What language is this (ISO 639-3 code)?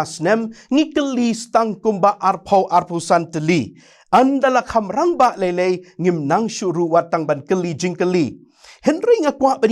kha